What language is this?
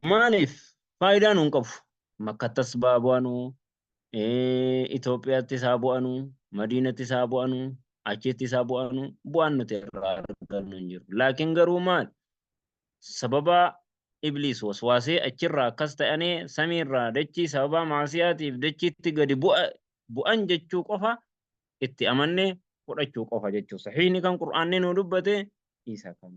Oromo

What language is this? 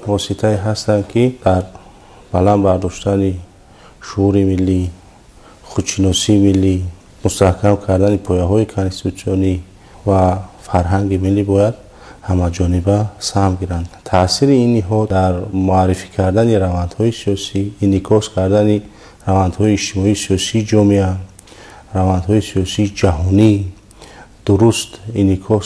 Tajik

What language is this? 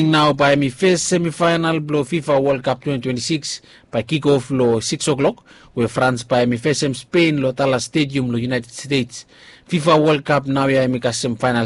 Bislama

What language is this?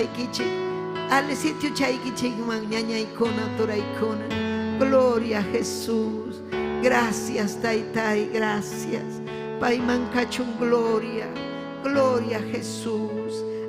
Ayacucho Quechua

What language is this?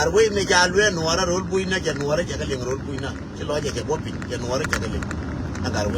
Nuer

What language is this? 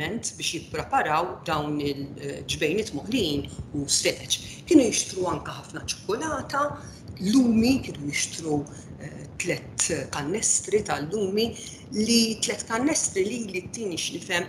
Maltese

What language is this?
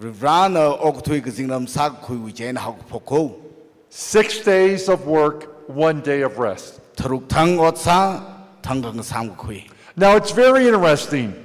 Tangkhul Naga (India)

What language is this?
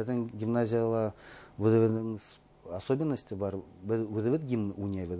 Bashkir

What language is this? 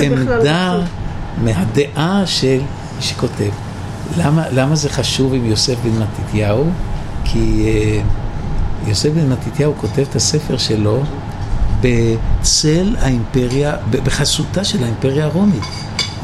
Hebrew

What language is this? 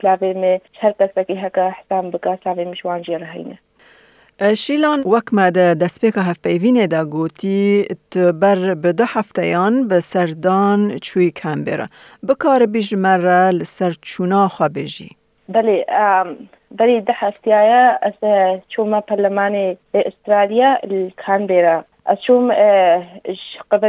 Kurdish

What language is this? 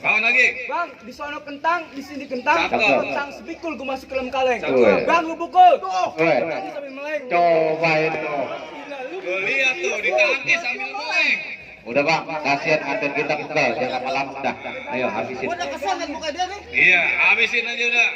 Betawi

